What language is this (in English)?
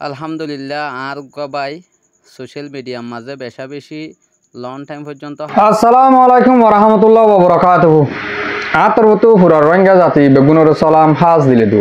Rohingya